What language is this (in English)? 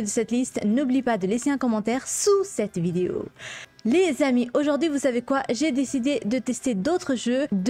French